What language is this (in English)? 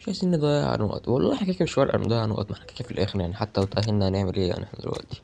Egyptian Arabic